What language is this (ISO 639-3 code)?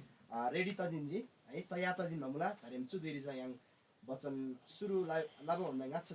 taj